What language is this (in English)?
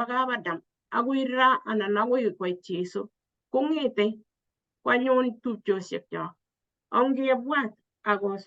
Kalenjin